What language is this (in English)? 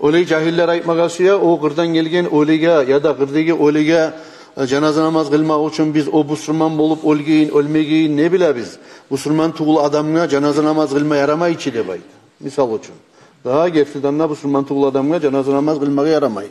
Kumyk